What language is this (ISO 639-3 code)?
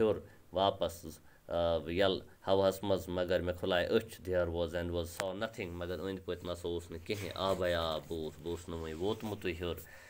kas